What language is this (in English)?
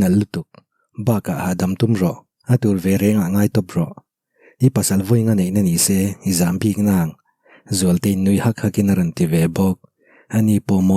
Mizo